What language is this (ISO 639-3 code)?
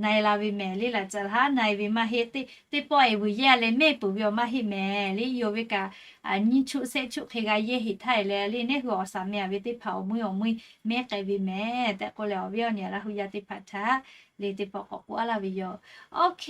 lhu